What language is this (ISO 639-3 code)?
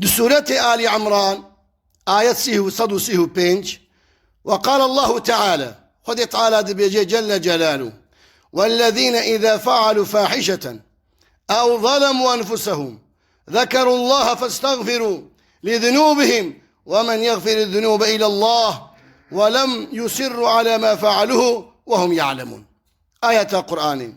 kur